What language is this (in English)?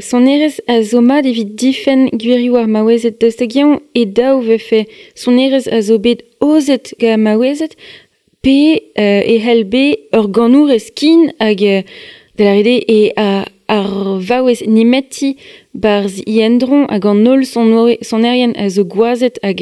Breton